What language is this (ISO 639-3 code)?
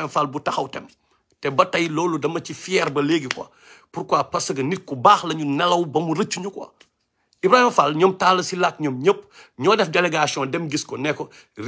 wol